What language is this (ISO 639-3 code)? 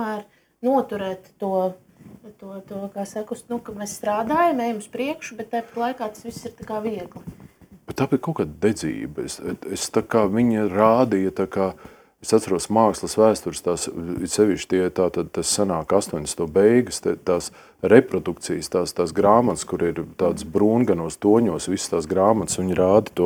lav